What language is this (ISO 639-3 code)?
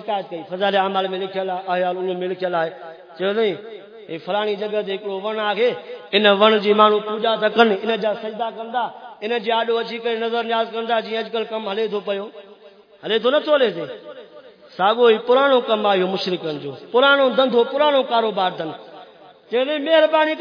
skr